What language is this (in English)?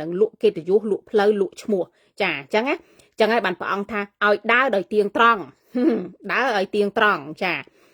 Khmer